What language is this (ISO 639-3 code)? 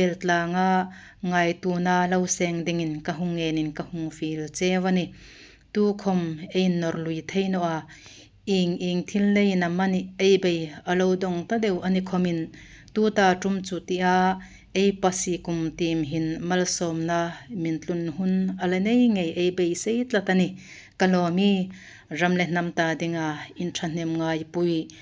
hmr